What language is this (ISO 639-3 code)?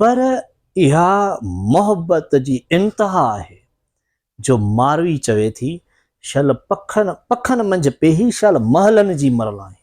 snd